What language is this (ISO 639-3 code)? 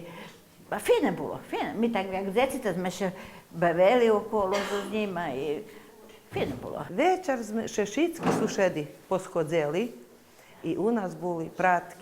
rue